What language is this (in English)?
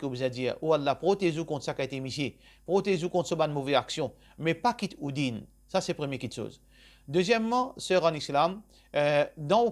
Morisyen